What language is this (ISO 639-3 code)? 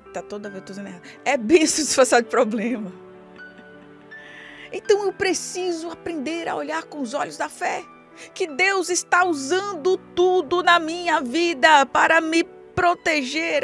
por